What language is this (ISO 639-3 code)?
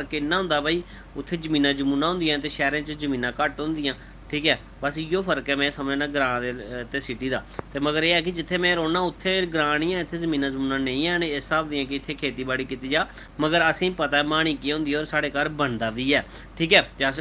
doi